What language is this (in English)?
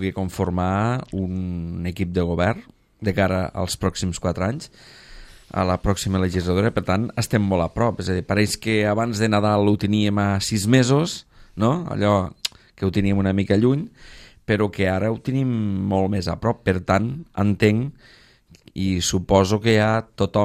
Catalan